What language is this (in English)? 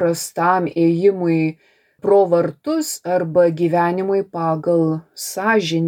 Lithuanian